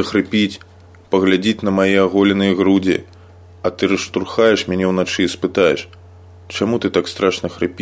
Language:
Belarusian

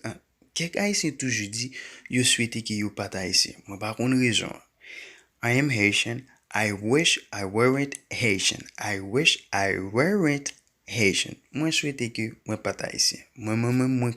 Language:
Haitian Creole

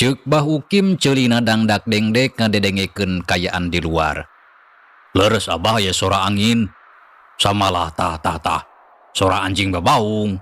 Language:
Sundanese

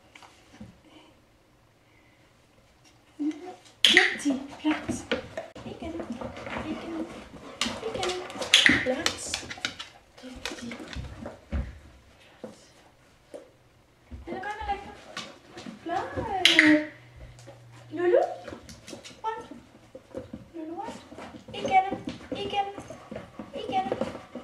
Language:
Danish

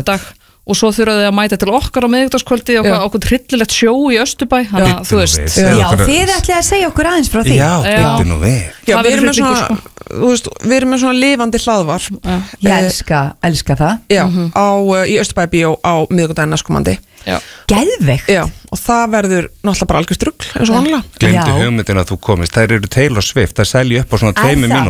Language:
Icelandic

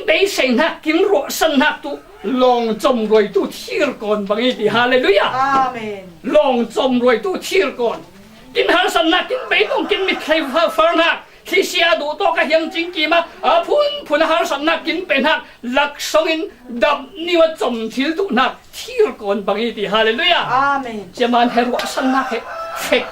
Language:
Falam Chin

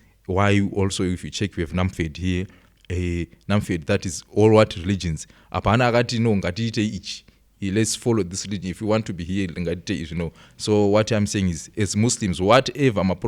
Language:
Shona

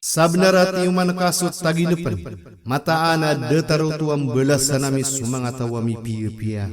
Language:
Maranao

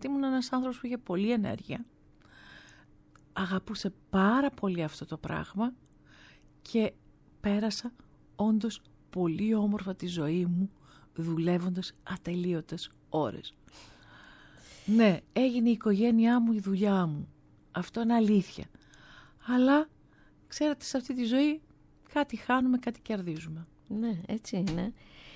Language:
Greek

